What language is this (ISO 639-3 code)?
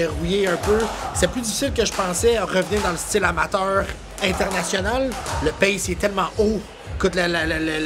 fra